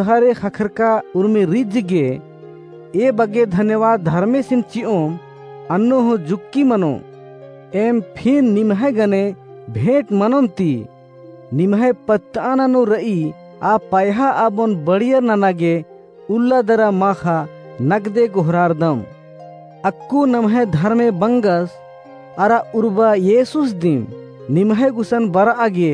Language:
Kurukh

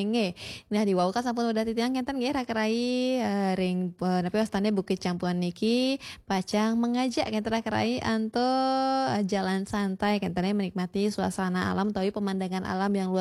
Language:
Balinese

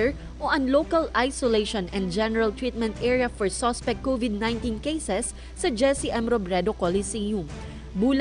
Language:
Bikol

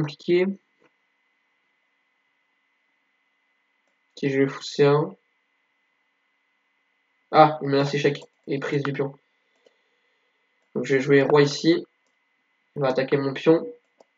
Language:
French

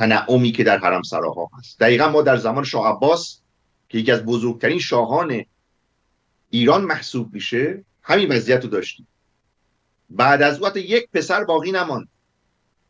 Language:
Persian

